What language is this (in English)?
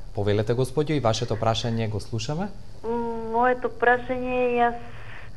Macedonian